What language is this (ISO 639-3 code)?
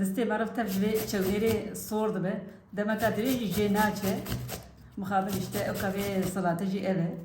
kur